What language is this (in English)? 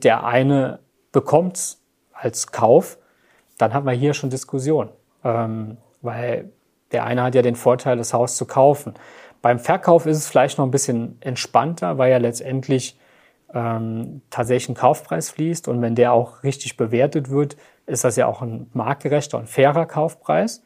German